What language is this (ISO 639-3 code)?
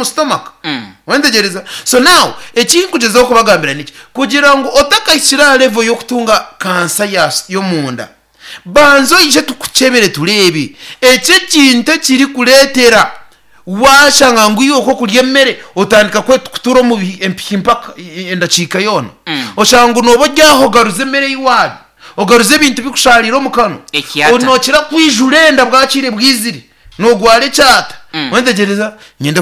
nyn